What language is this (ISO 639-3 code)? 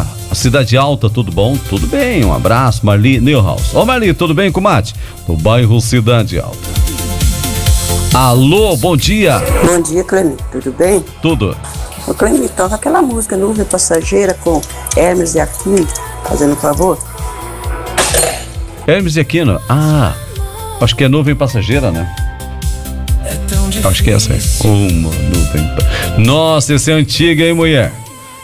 por